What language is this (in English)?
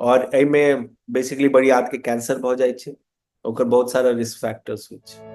Maithili